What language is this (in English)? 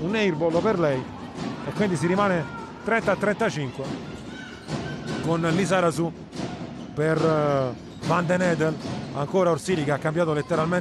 Italian